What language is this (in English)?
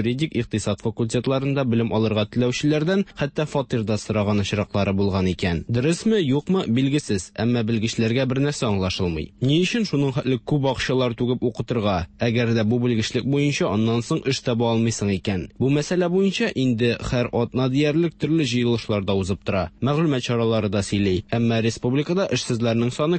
Tatar